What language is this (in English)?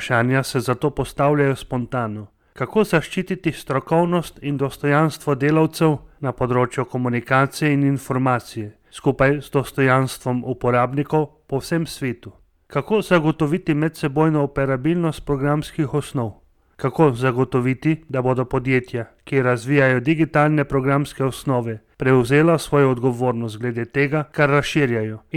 Slovenian